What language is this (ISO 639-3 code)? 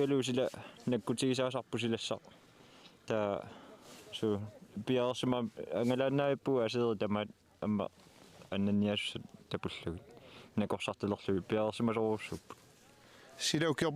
kal